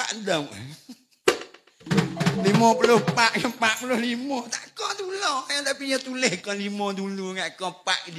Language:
Pattani Malay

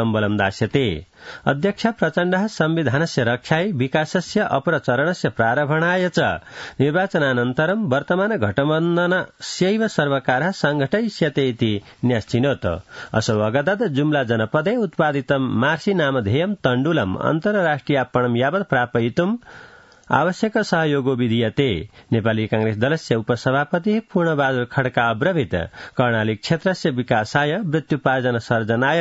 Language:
Sanskrit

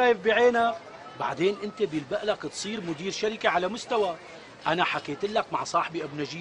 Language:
North Levantine Arabic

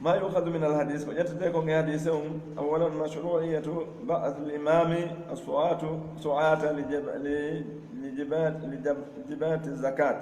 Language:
Pular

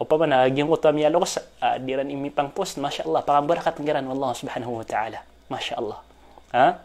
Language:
Maranao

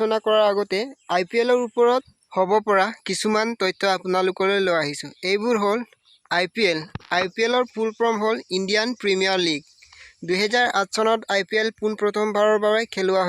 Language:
Assamese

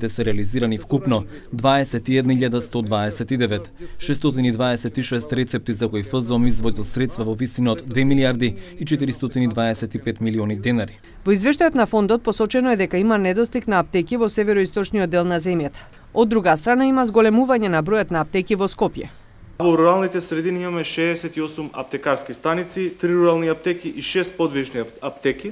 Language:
Macedonian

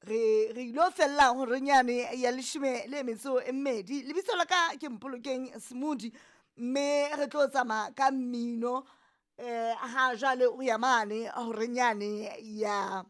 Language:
Southern Sotho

